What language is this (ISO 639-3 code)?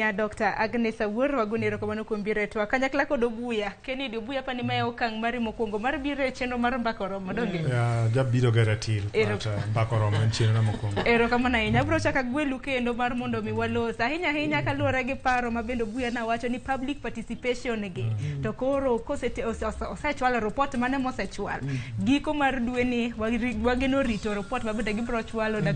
luo